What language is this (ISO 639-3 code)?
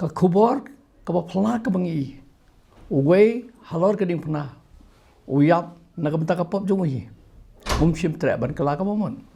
kha